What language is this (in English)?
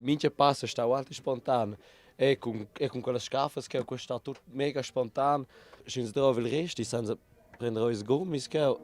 Romansh